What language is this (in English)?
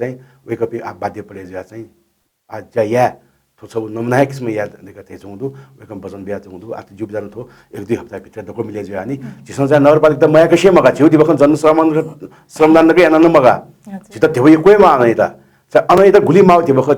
Newari